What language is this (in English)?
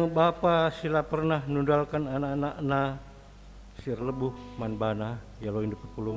Batak Karo